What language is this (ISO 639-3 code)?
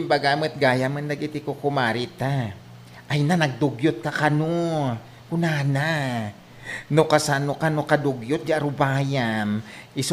ilo